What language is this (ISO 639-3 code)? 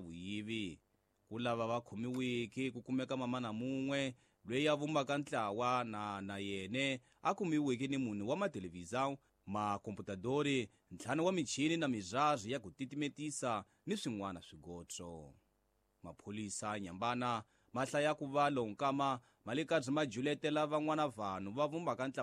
tso